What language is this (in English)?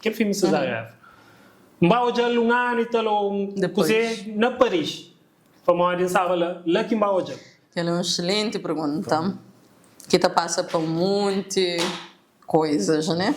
Kabuverdianu